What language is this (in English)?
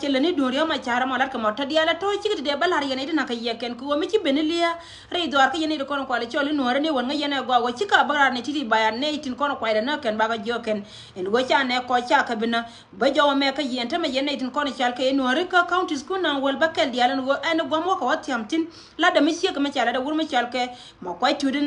Nuer